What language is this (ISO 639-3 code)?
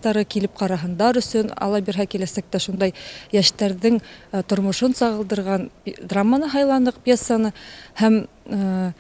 bak